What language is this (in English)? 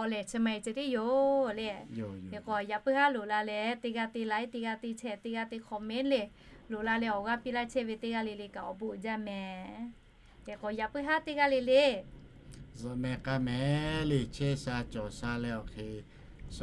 Lahu